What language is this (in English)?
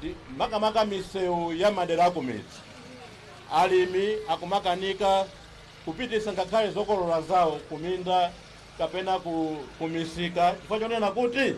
Nyanja